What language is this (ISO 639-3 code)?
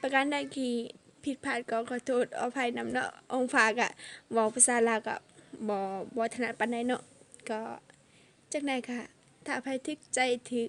lao